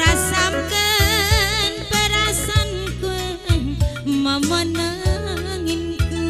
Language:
Batak Karo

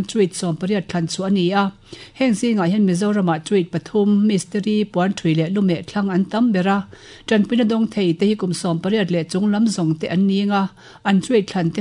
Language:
Mizo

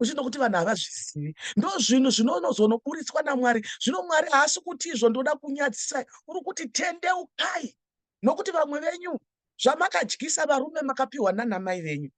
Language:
Shona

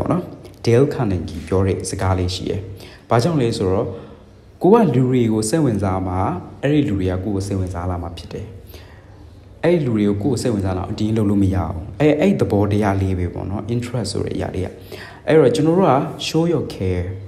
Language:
Burmese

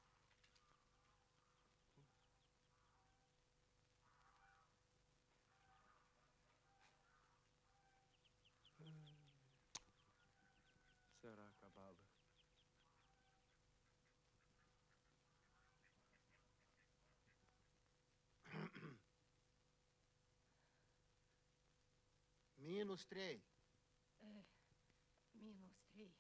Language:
Romanian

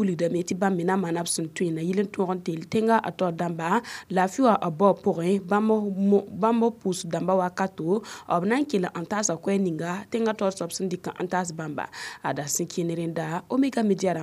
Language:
Mossi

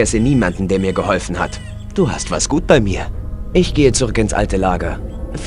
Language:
Bavarian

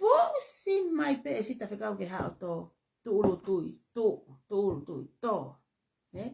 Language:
Tongan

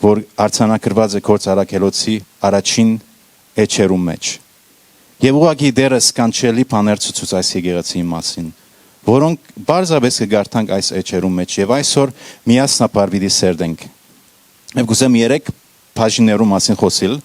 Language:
Western Armenian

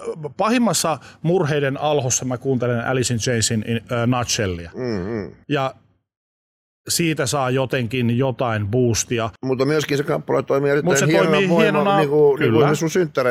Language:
Finnish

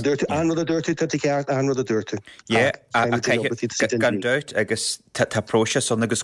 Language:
Irish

